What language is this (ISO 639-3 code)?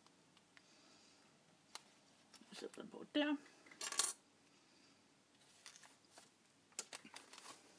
dan